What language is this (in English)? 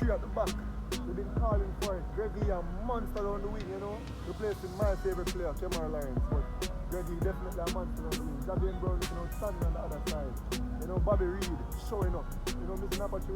Jamaican Creole English